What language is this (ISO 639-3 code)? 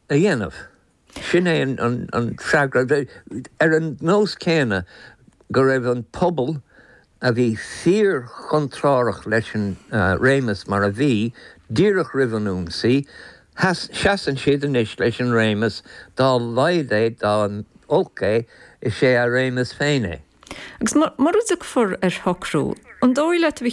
gle